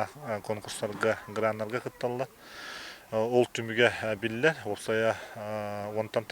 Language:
Yakut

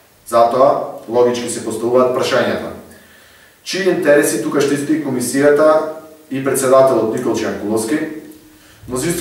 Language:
Macedonian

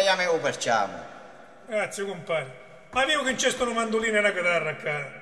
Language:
Sicilian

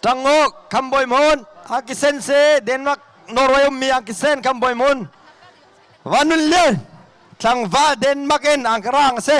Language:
Hakha Chin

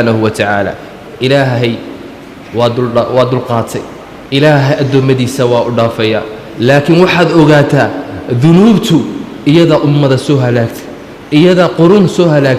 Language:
Somali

